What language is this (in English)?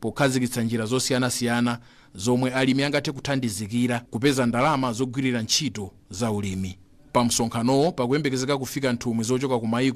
Nyanja